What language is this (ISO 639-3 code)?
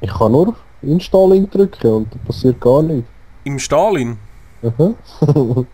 gsw